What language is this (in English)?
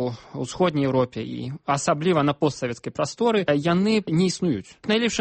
Belarusian